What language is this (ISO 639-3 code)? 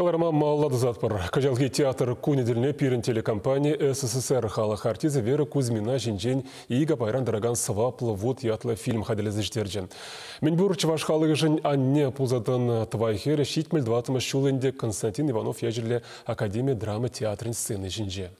chv